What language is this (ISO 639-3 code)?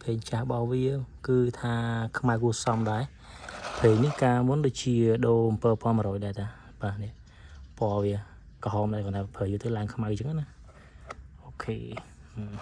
khm